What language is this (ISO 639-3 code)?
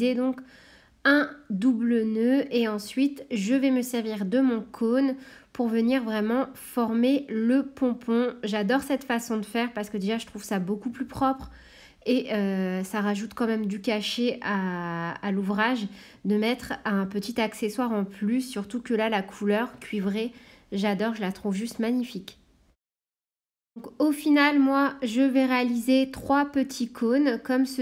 fra